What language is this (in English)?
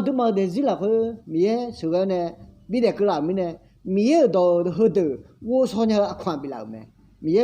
Akha